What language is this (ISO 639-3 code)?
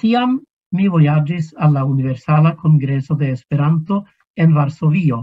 epo